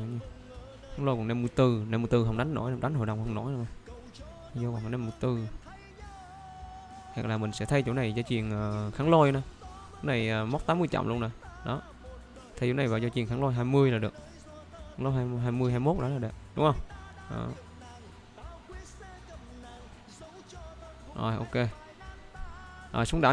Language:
Vietnamese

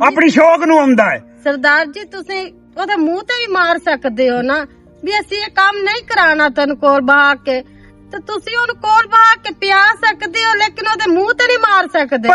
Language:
Western Panjabi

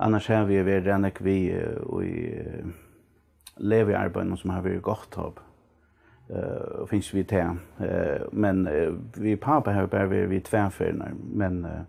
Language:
Faroese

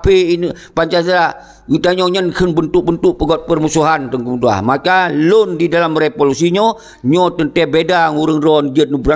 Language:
Achinese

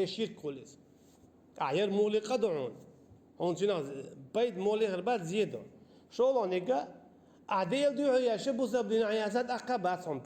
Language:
Chechen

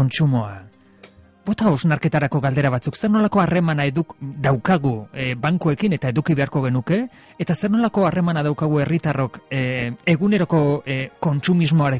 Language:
Basque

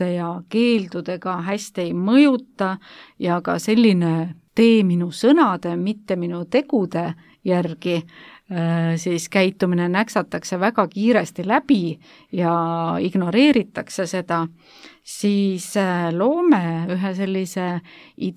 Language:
Estonian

